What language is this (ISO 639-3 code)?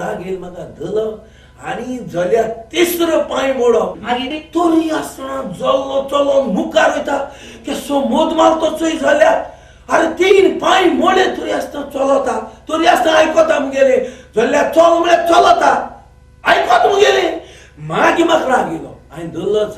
kok